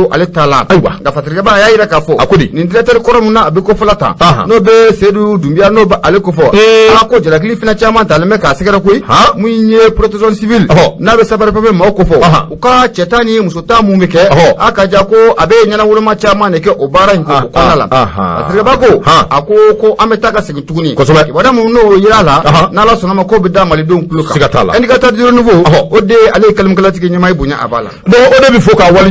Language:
Bambara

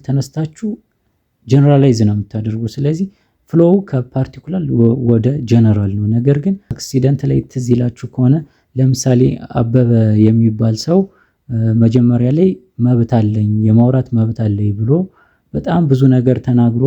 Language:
Amharic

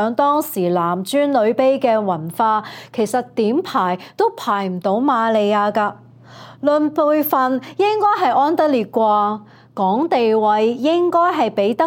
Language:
Cantonese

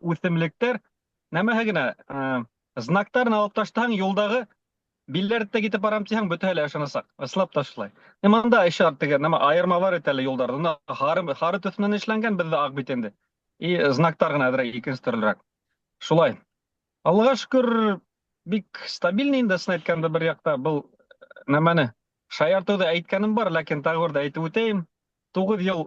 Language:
Bashkir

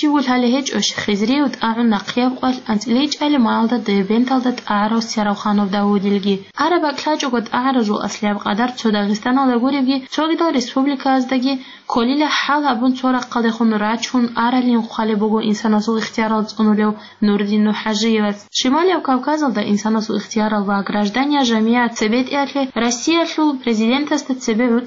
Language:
Avaric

